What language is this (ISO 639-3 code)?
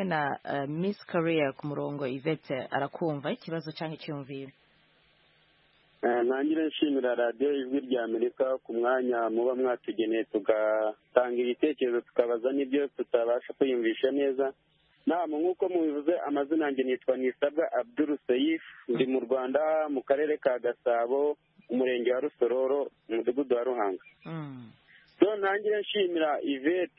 kin